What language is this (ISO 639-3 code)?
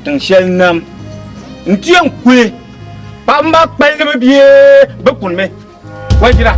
dag